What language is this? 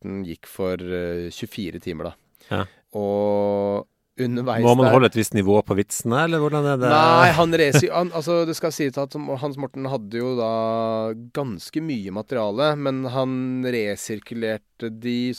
Norwegian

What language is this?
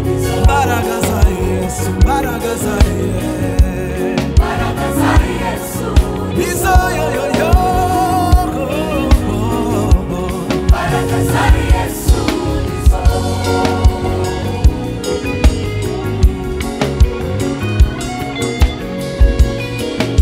Kinyarwanda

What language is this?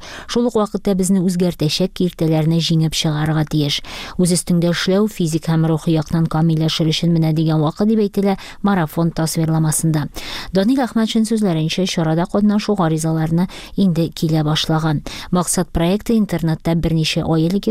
Tatar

